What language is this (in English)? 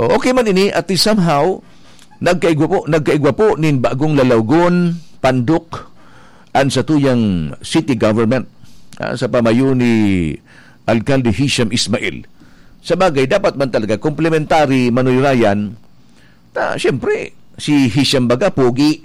Bikol